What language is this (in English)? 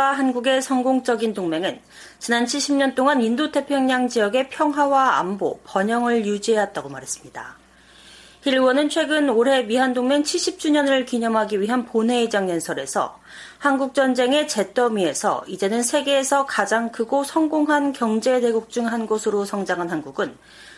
Korean